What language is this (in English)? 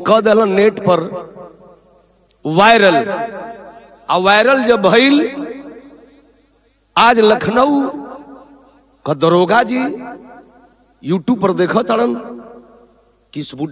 Bhojpuri